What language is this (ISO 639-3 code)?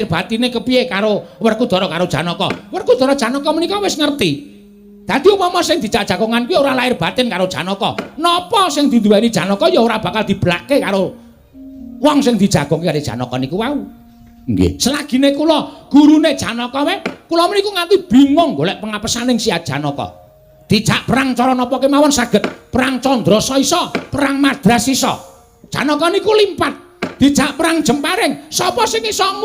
jav